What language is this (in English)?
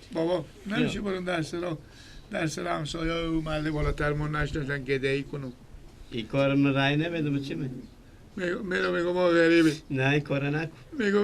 Persian